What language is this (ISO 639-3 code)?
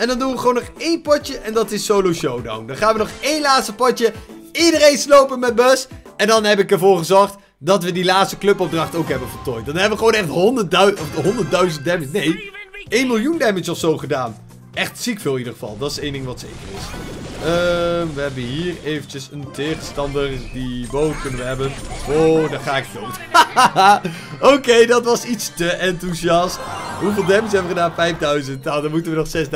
nld